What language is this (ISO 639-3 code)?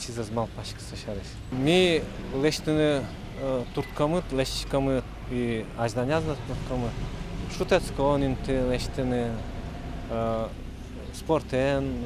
udm